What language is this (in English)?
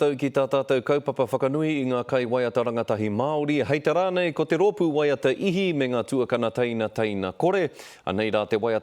Māori